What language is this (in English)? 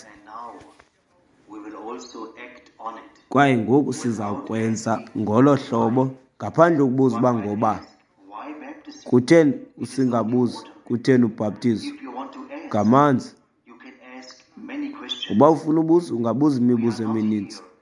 Xhosa